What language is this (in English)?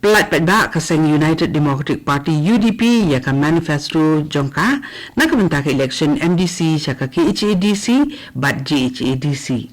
Khasi